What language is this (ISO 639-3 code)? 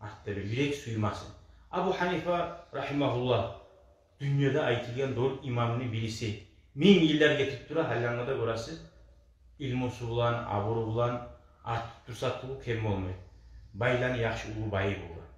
kum